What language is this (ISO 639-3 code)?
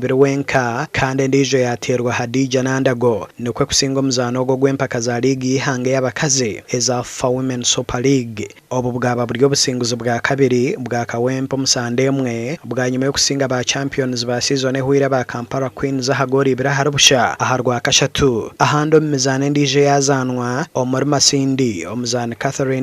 nyn